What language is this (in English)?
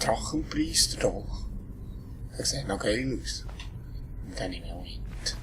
Swiss German